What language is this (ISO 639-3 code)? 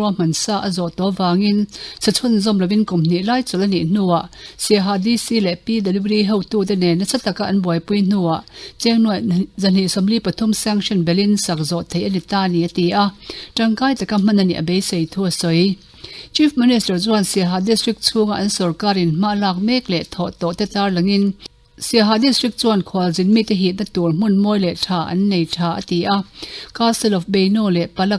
lus